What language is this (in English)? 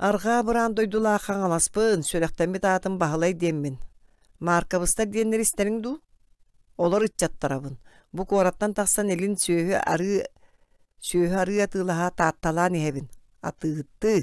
Yakut